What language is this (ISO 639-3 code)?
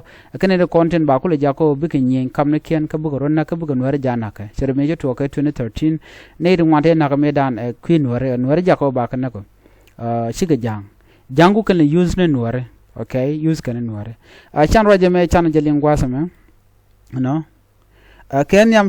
nus